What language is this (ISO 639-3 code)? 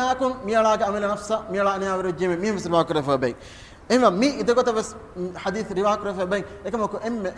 div